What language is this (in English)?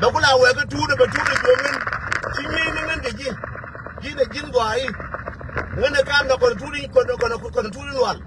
Nuer